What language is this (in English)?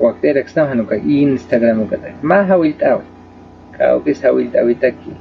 Aymara